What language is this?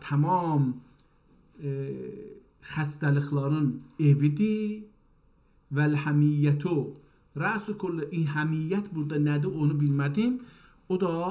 South Azerbaijani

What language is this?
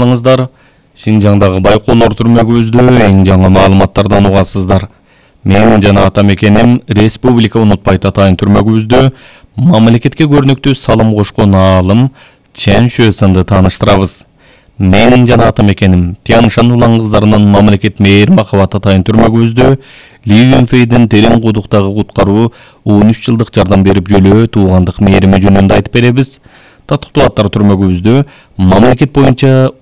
Kyrgyz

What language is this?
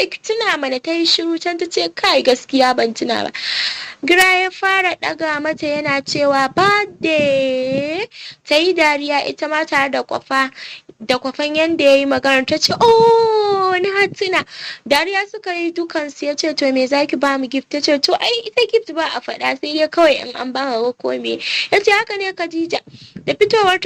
Hausa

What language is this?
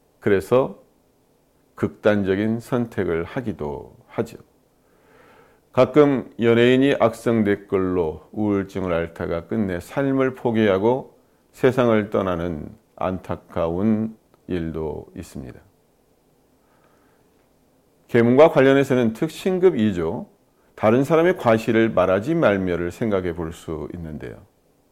Korean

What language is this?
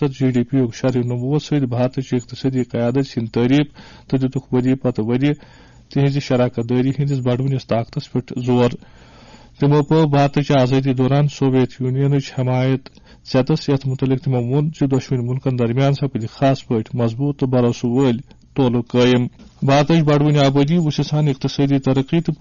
Kashmiri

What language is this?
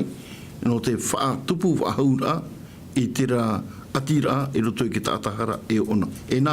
Tahitian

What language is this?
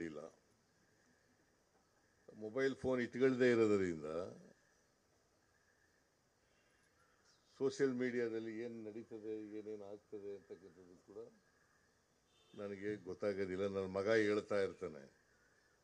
Kannada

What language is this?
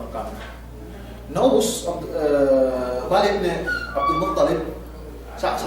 Yakan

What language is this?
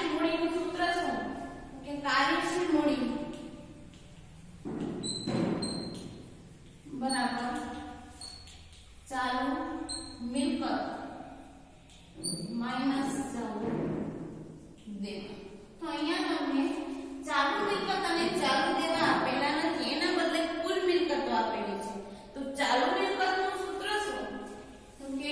Gujarati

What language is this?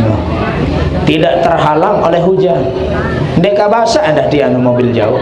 Sasak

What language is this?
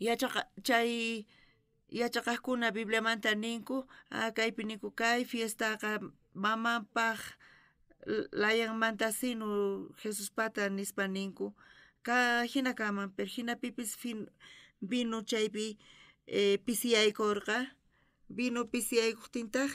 South Bolivian Quechua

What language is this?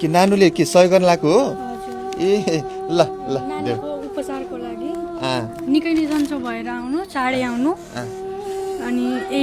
Nepali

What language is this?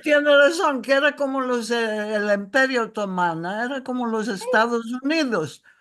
Ladino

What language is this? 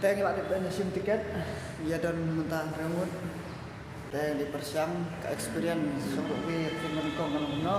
Khasi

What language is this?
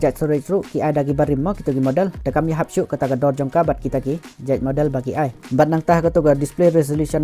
Khasi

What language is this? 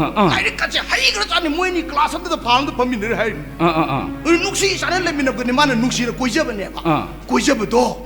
Manipuri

